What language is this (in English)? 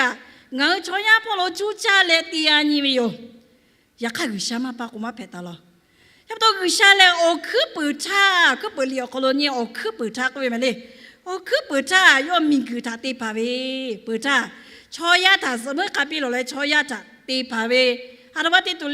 Lahu